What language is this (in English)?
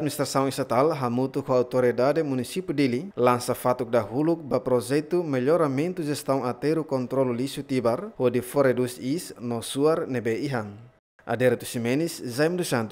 Tetum